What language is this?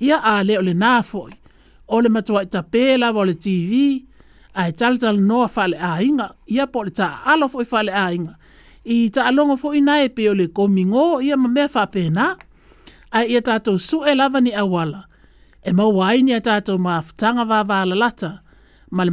Samoan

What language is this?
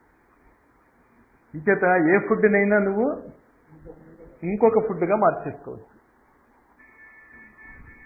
Telugu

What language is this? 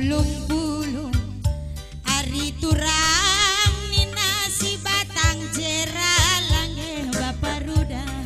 Batak Karo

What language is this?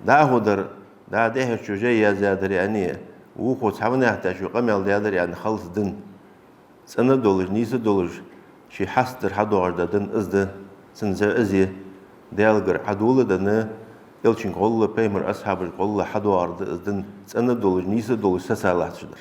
Ingush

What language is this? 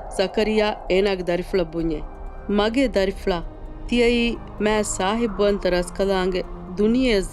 Divehi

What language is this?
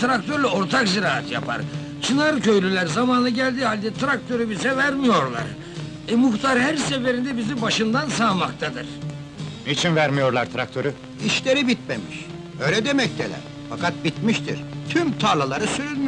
Turkish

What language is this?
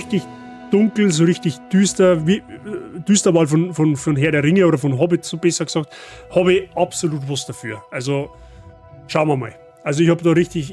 Bavarian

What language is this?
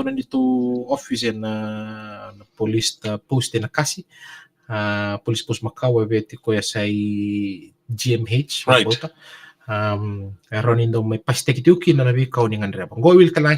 Fijian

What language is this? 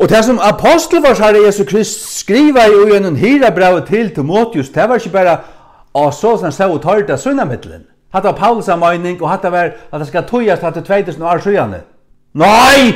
Faroese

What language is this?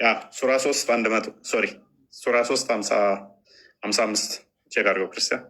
Amharic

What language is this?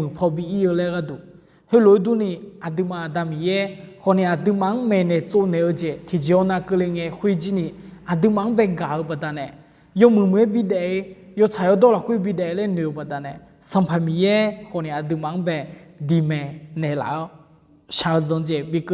Akha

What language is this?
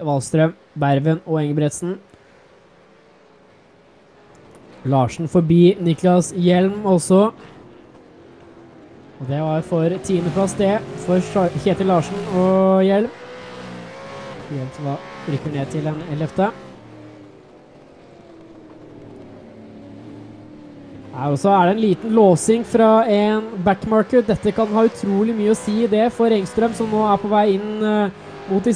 Norwegian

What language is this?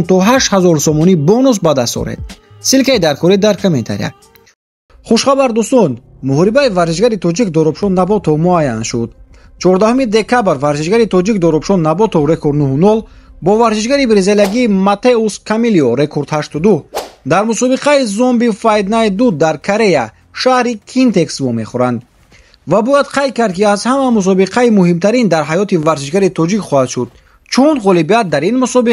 Tajik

